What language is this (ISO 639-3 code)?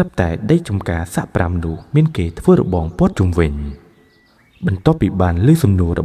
khm